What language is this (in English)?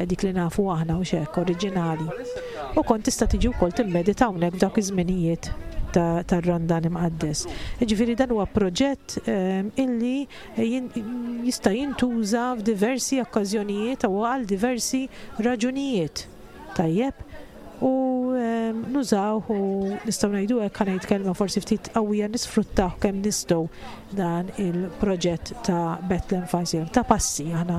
Maltese